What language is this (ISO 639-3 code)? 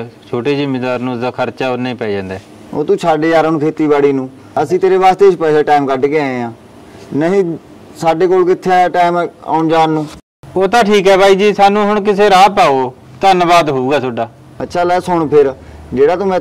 pan